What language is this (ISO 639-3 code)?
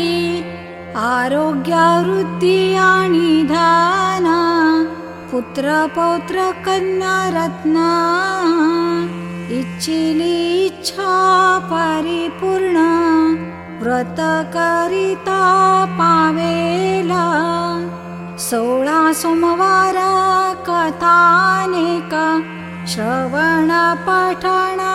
mar